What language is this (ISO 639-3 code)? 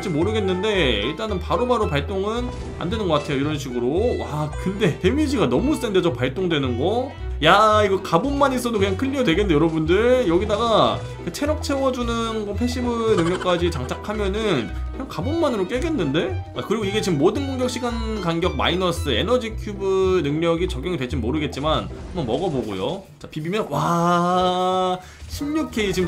kor